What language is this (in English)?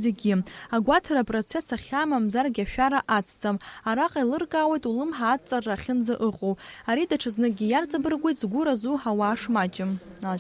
Abkhazian